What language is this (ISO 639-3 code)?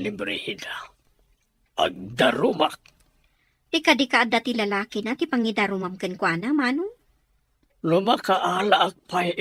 ilo